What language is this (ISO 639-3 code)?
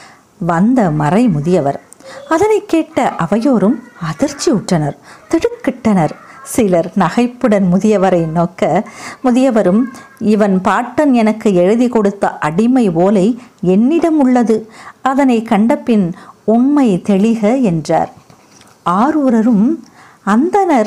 tam